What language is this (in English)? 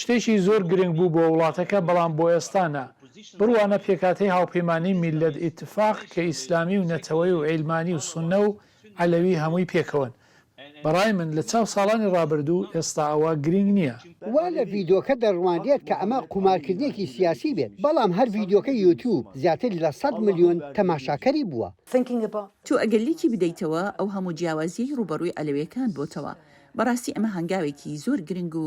Central Kurdish